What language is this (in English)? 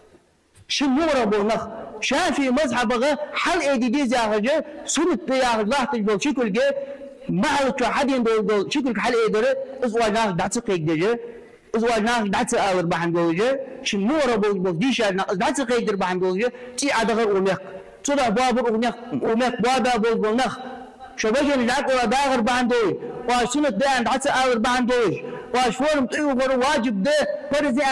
Ingush